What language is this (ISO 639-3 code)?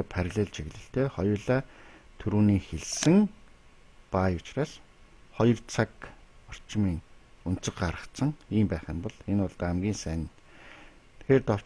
mon